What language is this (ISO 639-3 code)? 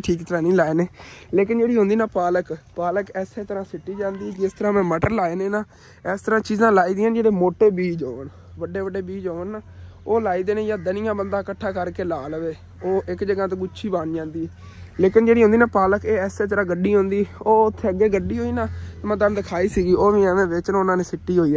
pan